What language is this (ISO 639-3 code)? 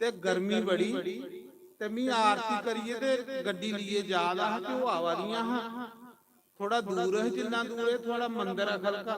doi